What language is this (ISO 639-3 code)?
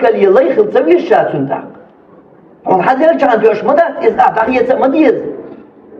che